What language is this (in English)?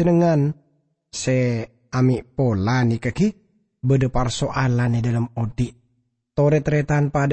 Madurese